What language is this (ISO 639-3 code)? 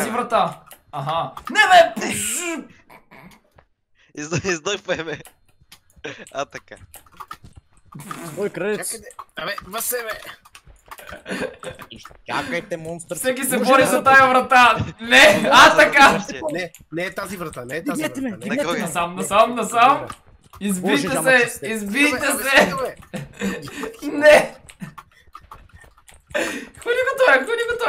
bul